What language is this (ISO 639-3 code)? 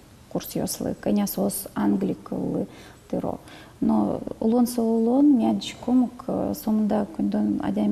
udm